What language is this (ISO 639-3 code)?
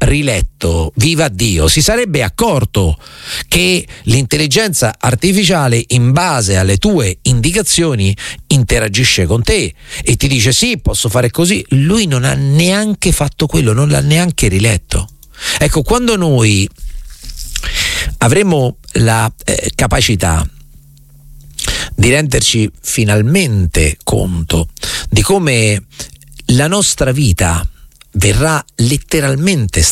ita